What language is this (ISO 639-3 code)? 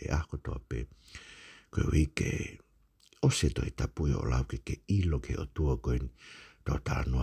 ton